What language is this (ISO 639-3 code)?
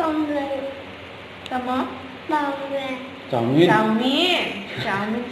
trp